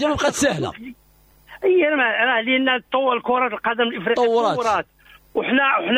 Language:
Moroccan Arabic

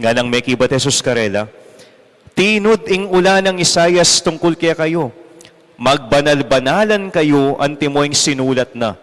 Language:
Pampanga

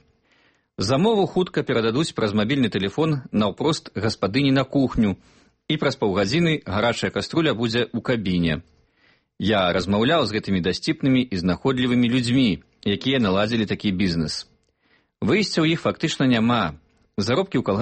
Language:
Belarusian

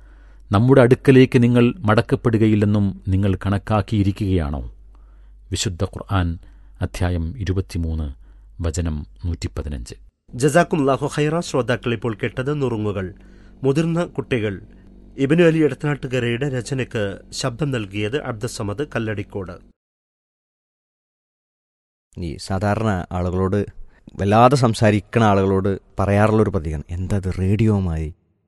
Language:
Malayalam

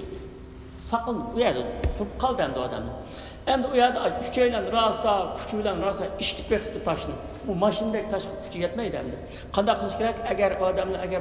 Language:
Uyghur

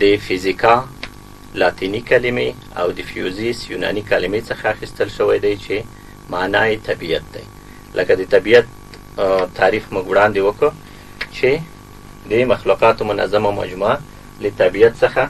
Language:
Pashto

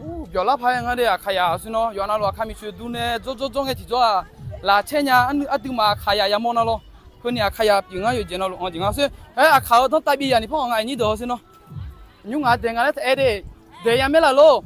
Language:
Akha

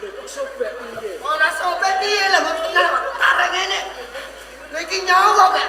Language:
Javanese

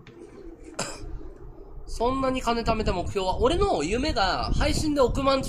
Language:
Japanese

